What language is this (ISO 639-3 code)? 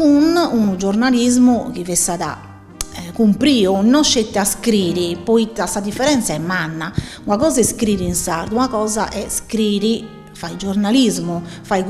srd